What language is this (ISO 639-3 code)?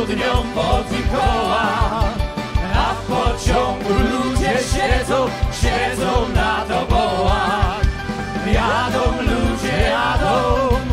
szl